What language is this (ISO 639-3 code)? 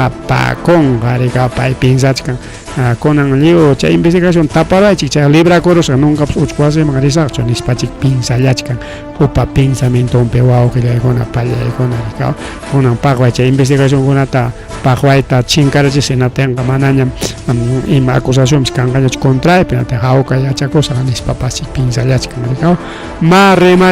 quy